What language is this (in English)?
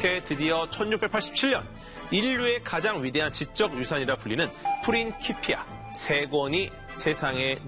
Korean